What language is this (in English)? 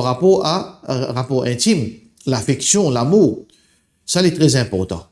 Morisyen